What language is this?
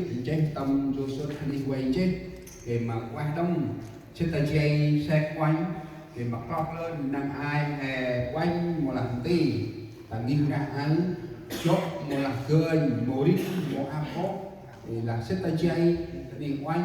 Central Mnong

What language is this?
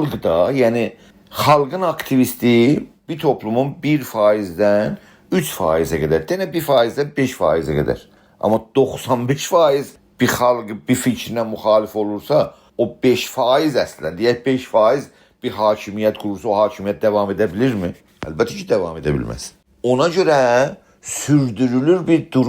South Azerbaijani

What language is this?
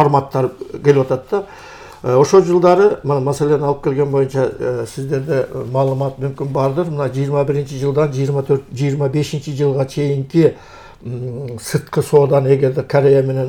Kyrgyz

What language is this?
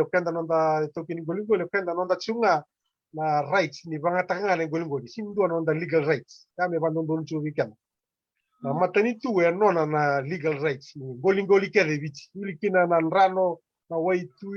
Fijian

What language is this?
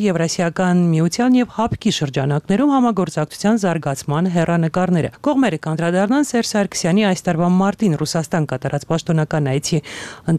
Armenian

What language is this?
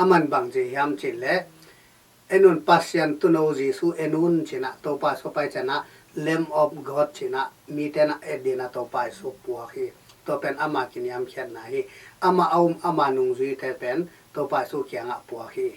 Tedim Chin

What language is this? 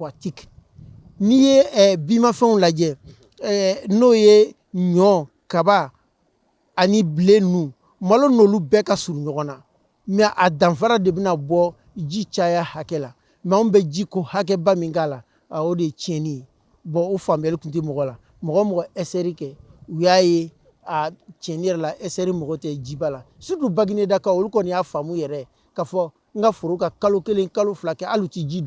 Bambara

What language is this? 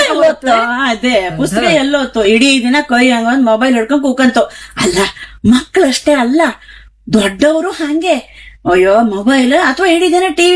Kannada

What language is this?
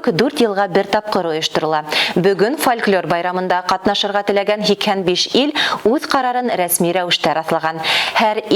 Bashkir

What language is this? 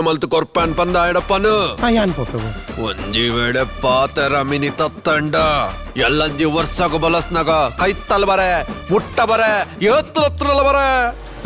Tulu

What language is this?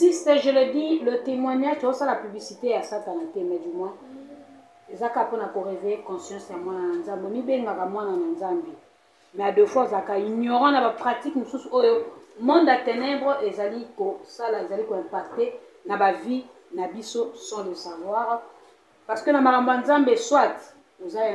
Lingala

